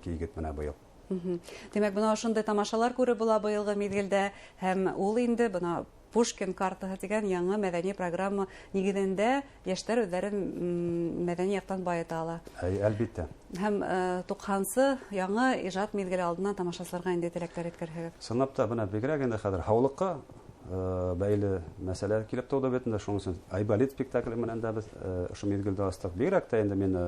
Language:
Bashkir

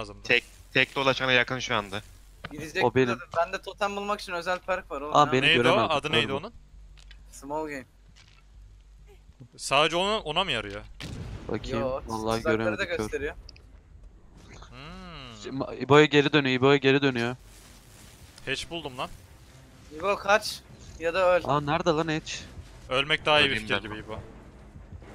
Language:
Turkish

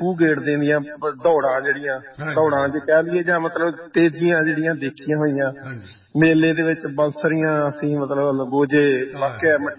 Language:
Punjabi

